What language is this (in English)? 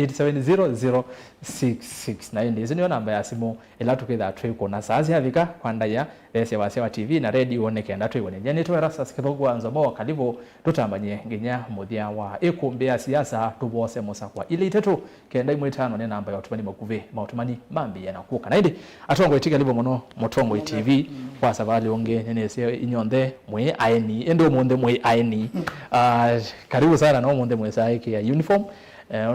Kamba